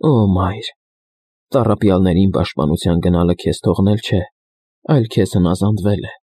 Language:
Armenian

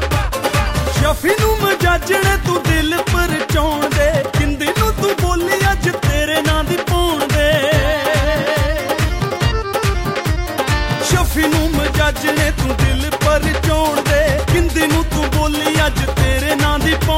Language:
Punjabi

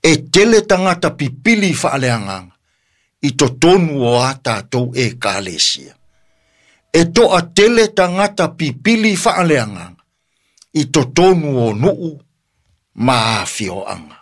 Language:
Samoan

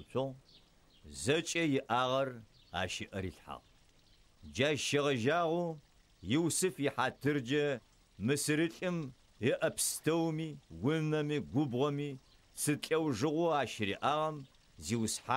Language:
Adyghe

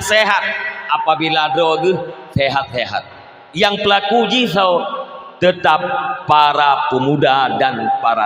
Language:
Achinese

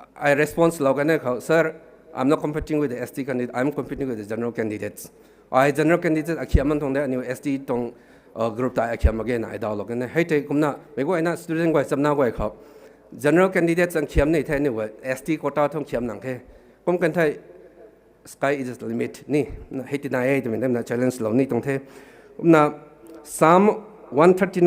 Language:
Rongmei Naga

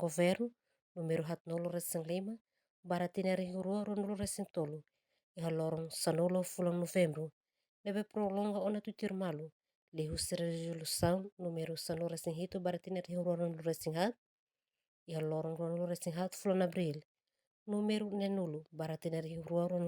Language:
Tetum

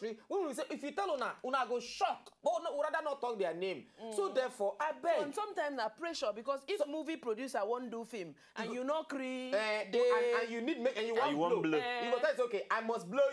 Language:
Nigerian Pidgin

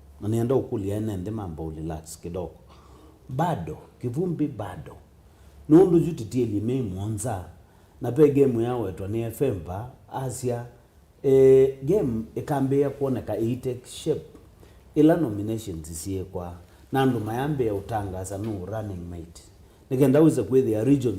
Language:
Kamba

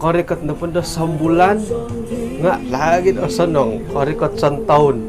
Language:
Central Dusun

